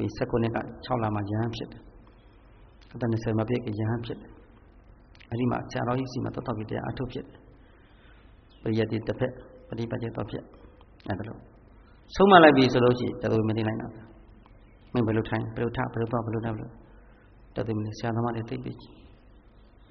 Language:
Burmese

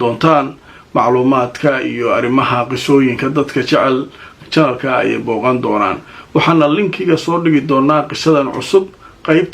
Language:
Somali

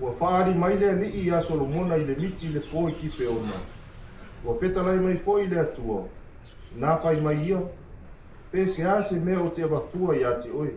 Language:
Samoan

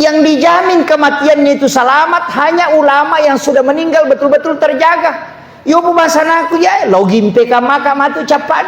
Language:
Buginese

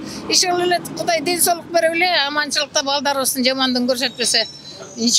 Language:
Kyrgyz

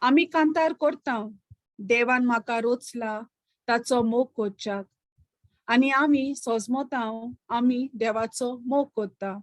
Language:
Konkani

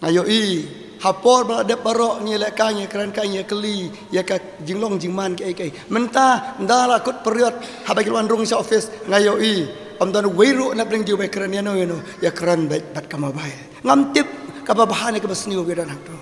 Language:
Khasi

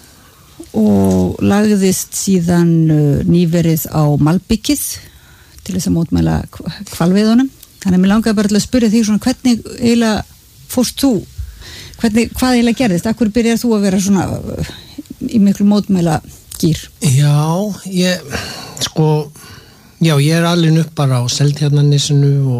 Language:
Icelandic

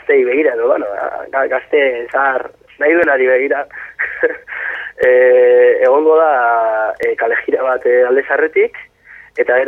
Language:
Basque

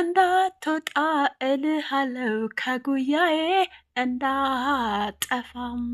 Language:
Amharic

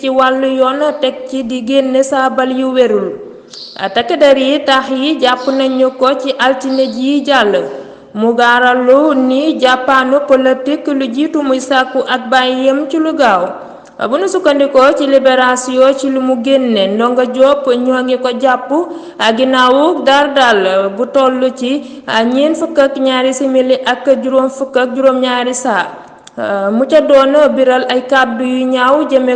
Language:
Wolof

